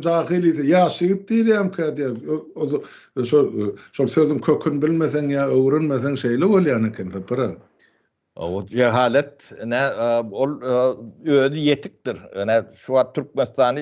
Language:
Turkmen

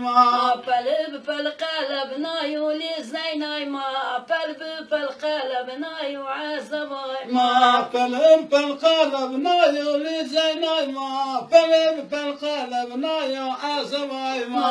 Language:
Zaza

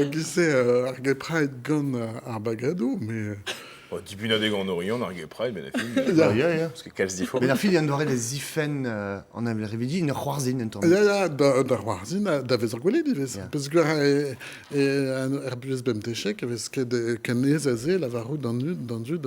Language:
Breton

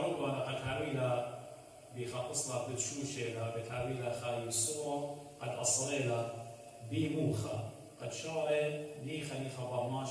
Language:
Assyrian Neo-Aramaic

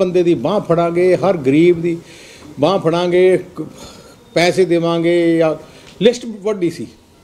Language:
Punjabi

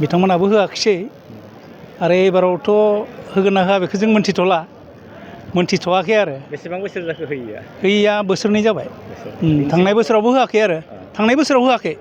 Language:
Bodo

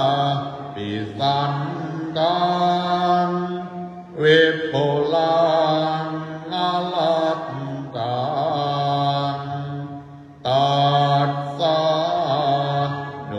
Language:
Pali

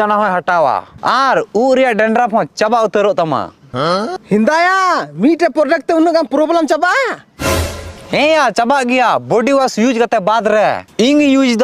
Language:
Santali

